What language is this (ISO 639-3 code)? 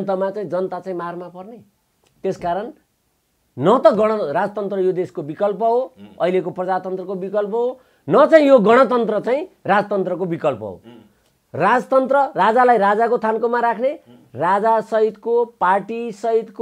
nep